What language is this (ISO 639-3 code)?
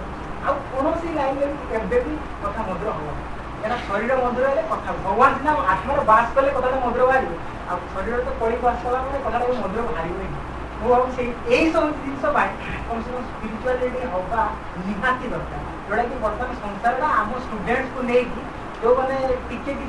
ori